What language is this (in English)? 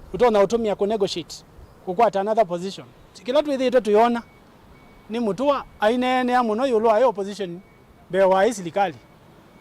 Kamba